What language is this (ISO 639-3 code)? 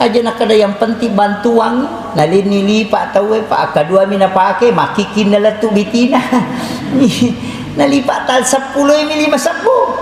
bug